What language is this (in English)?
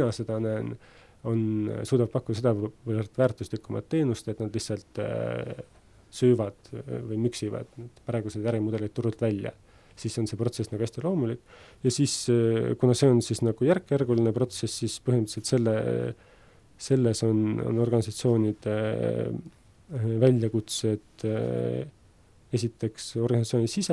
Estonian